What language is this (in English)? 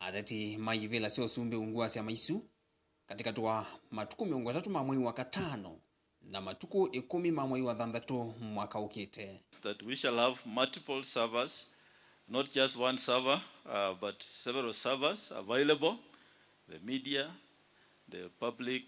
Kamba